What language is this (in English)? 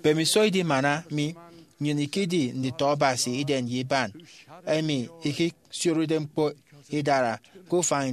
Efik